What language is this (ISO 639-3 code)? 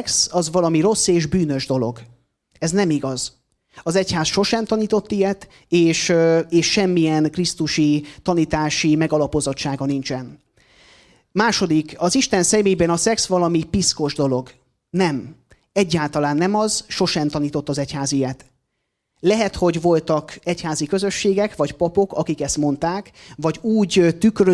hun